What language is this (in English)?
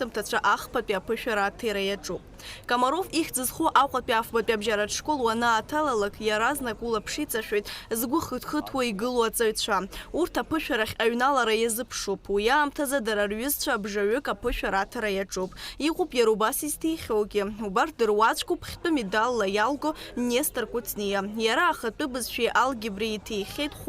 Abkhazian